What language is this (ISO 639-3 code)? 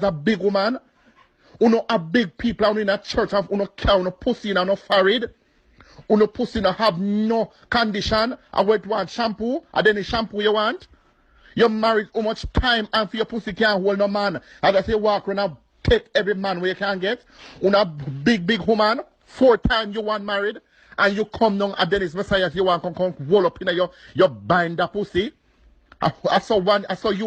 jam